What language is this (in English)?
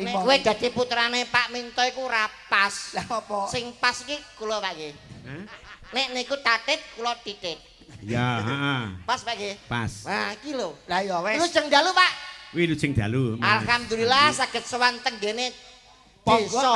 Javanese